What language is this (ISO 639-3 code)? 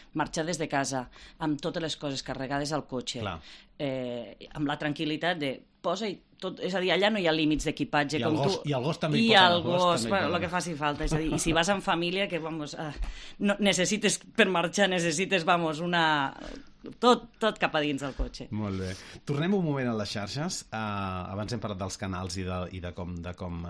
cat